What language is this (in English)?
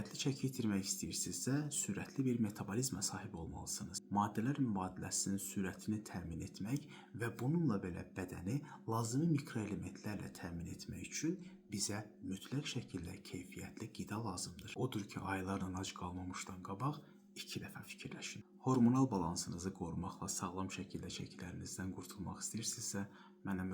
Azerbaijani